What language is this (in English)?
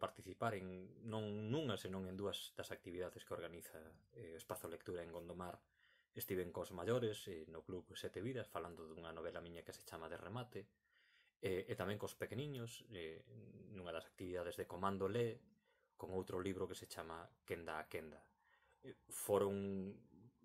Galician